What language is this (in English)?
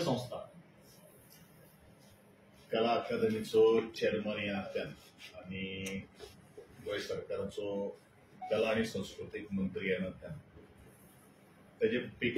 Konkani